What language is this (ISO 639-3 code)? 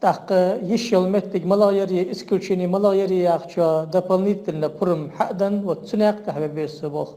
inh